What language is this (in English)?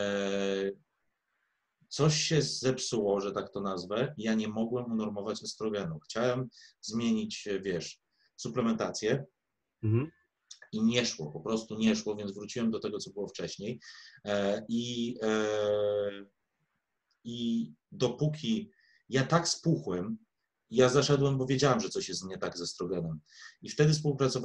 Polish